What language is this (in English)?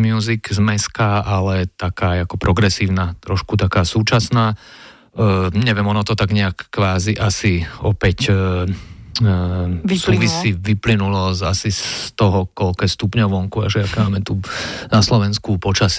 Slovak